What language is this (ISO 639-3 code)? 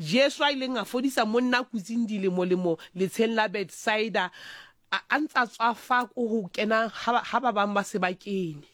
sot